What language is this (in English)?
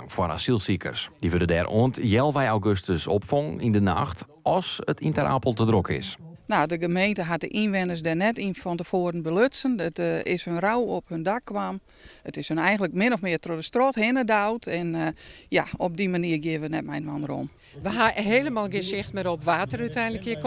Western Frisian